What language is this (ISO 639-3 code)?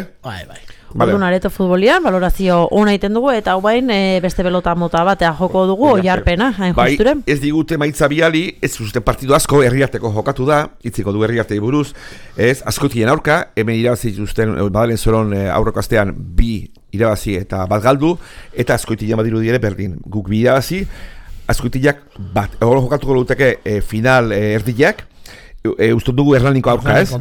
eus